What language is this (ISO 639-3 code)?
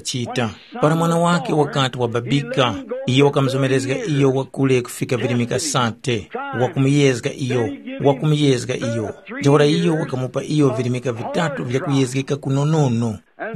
tum